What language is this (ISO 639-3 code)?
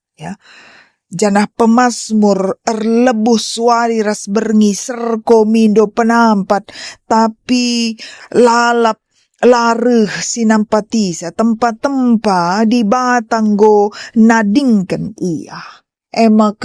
btx